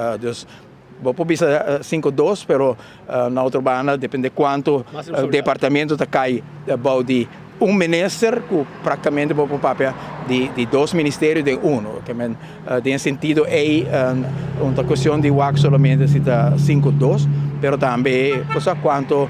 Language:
Papiamento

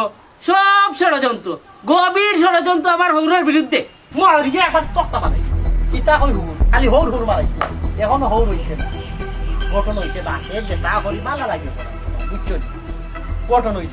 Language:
Sylheti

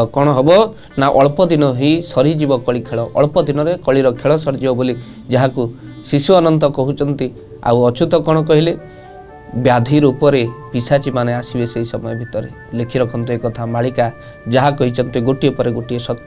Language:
Odia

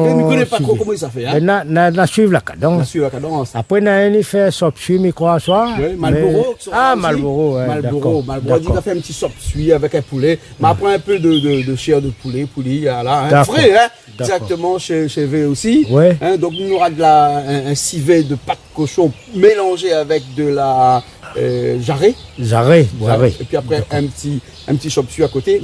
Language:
Réunion Creole French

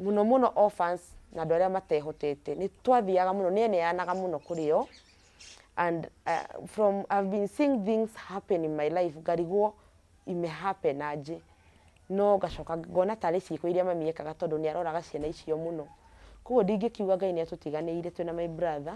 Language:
Kikuyu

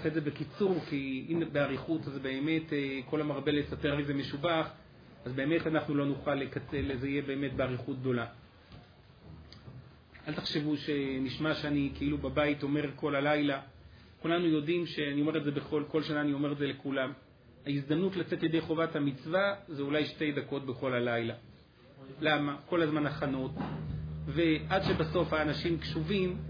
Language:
Hebrew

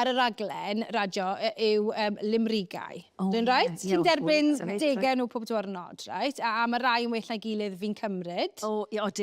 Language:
Welsh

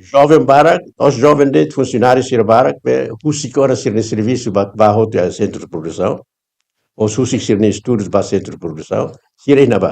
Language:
Tetum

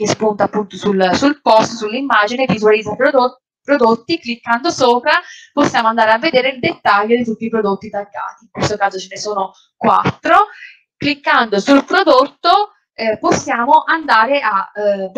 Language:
Italian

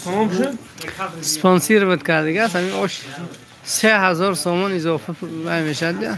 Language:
Tajik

